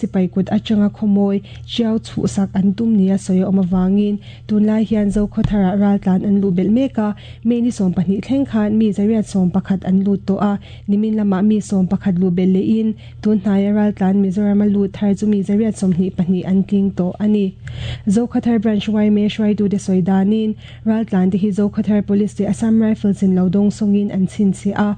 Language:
Mizo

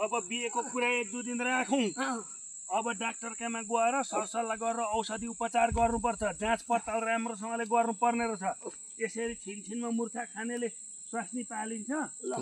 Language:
Nepali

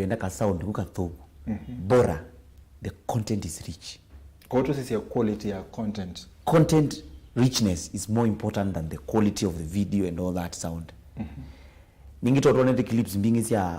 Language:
Kamba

